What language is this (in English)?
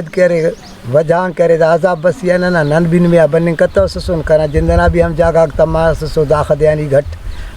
Brahui